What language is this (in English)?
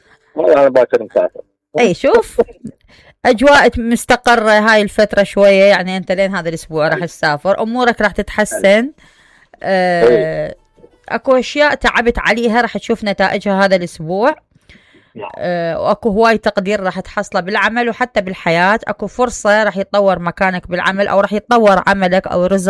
Mesopotamian Arabic